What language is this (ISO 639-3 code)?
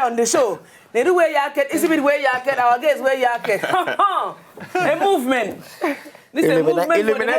pcm